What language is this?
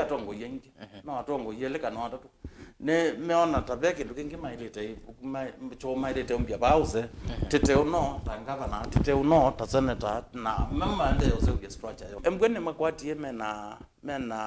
Kamba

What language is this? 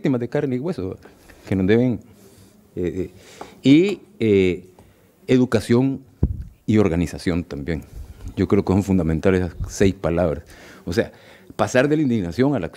Spanish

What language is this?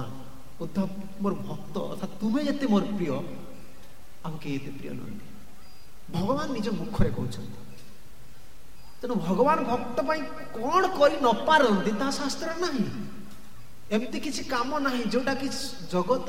Odia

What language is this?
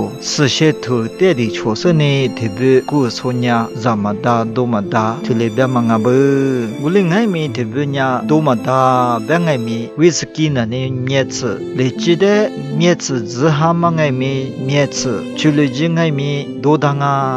Lisu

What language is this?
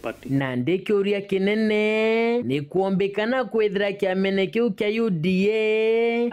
Meru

